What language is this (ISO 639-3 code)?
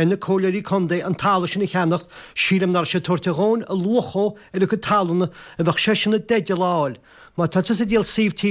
gle